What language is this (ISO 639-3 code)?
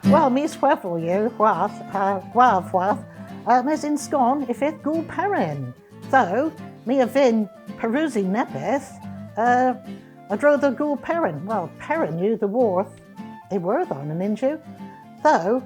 cor